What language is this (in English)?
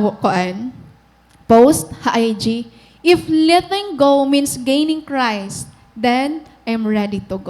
Waray